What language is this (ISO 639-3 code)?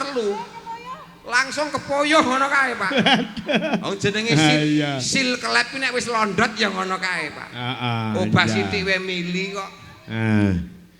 jav